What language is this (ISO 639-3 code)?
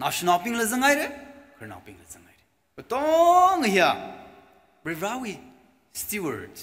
nmf